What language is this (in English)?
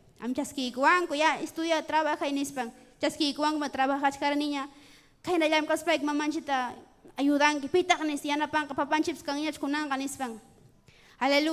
Ayacucho Quechua